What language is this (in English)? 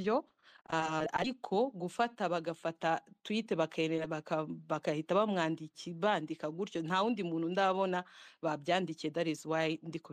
Kinyarwanda